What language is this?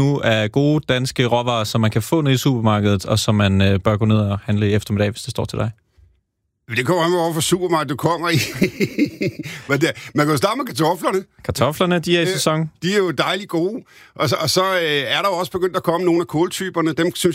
Danish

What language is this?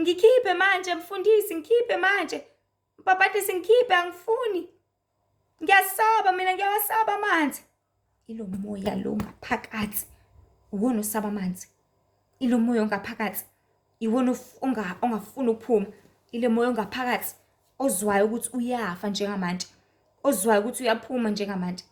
Zulu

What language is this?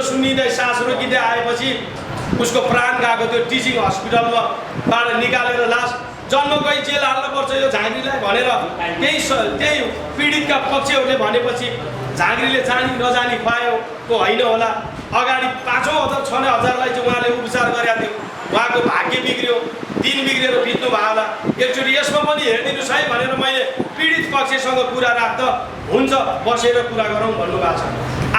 Nepali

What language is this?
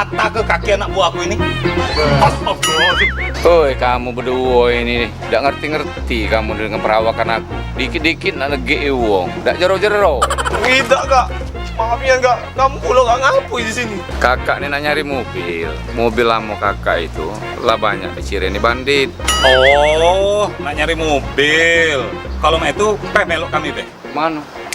Musi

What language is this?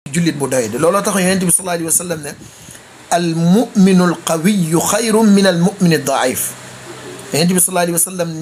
Wolof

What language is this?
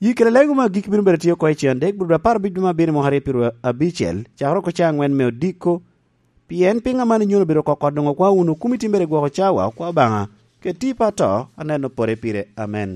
Lango (Uganda)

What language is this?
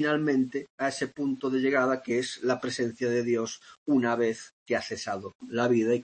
Spanish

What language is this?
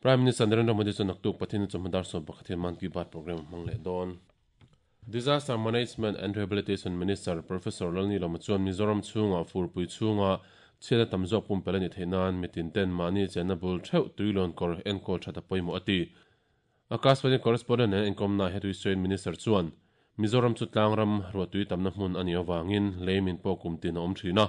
Mizo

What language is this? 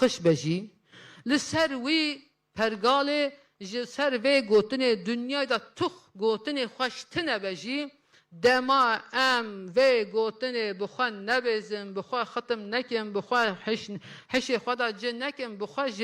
Kurdish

